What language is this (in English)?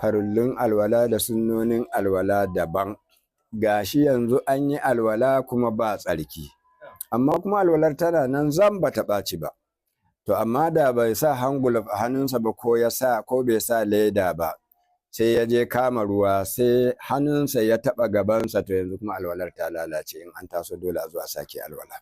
Hausa